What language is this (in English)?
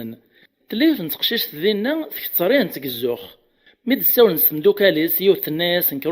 Kabyle